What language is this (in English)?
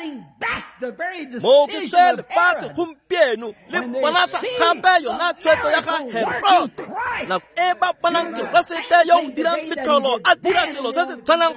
Tswana